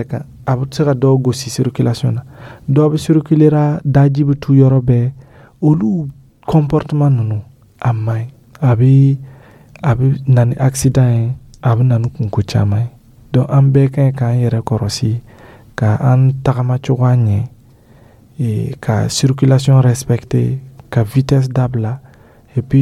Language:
Dyula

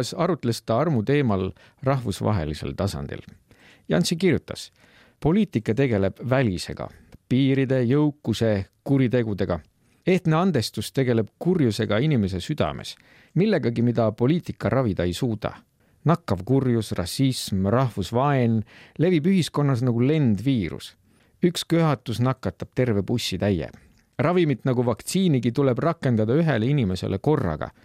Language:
Estonian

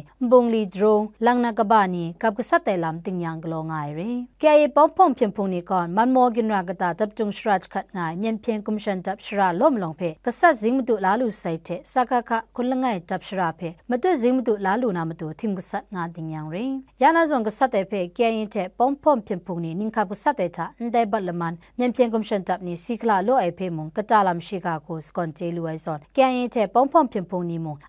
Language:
Kachin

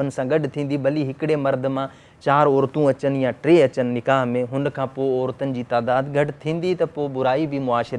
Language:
Sindhi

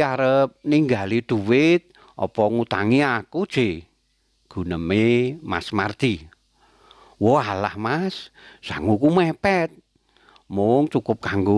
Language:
Javanese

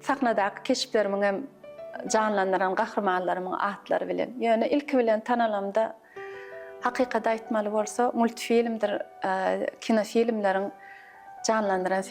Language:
Turkmen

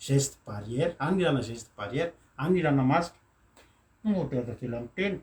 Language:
Malagasy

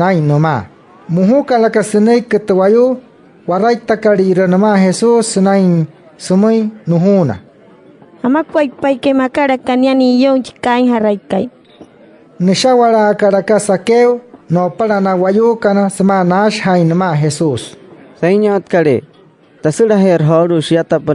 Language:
Wayuu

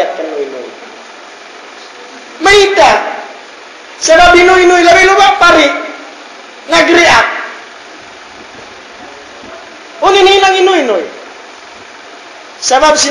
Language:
Tausug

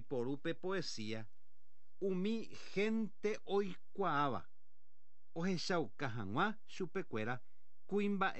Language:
Guarani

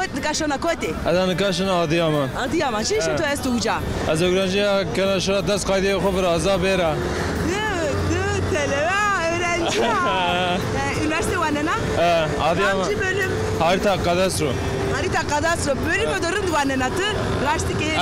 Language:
Zaza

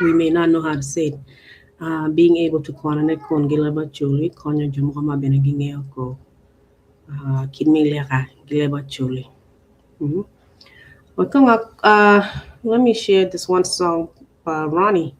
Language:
Acoli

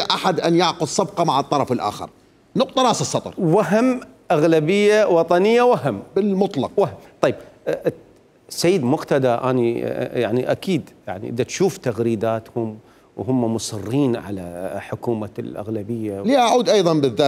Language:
Mesopotamian Arabic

